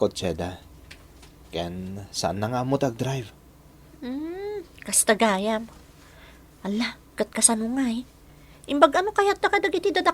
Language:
Iloko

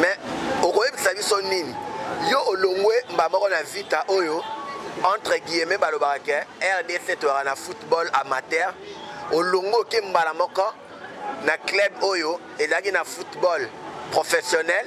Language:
Lingala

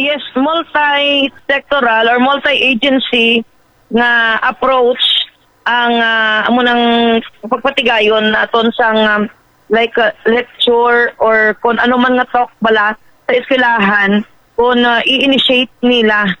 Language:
Hiligaynon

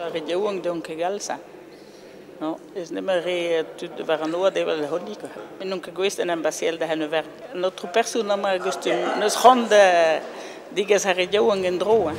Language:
Breton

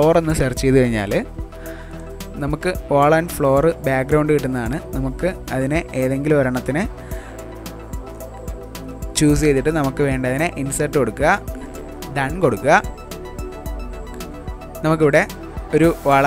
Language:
Malayalam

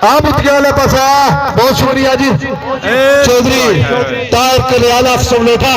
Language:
Pahari-Potwari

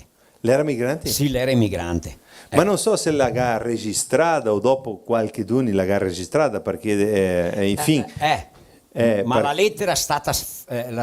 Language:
Venetian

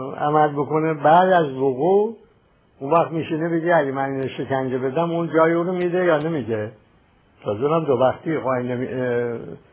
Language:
Persian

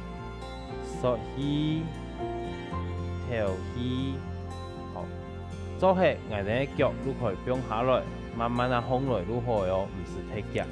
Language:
Hakka Chinese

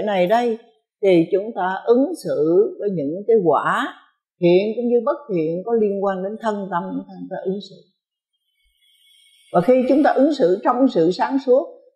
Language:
Vietnamese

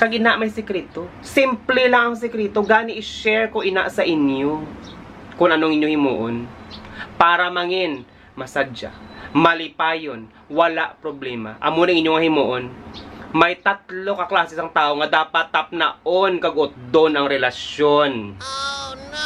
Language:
Hiligaynon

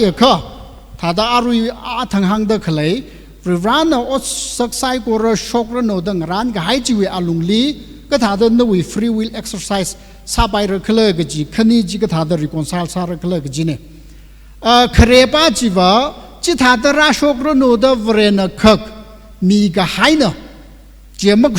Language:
Tangkhul Naga (India)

